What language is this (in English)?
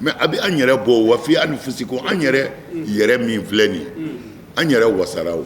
Bambara